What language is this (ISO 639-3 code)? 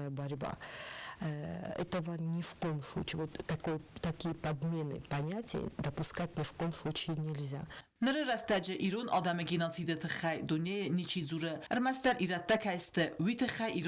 oss